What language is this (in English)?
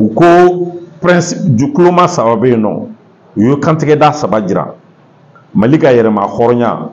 Bambara